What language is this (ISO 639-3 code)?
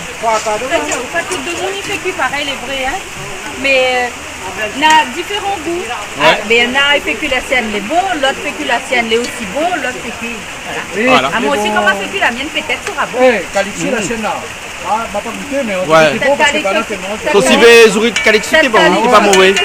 rcf